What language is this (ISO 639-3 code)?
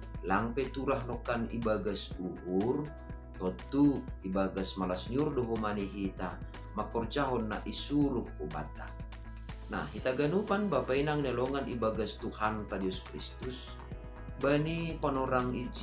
bts